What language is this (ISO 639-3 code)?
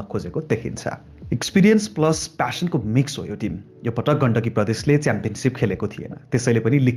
nep